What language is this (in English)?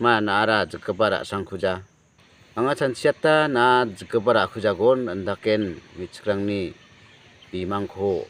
Garo